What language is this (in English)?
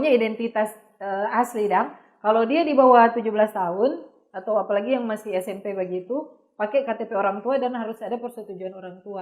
Manado Malay